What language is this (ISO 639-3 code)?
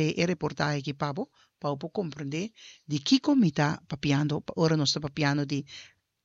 pap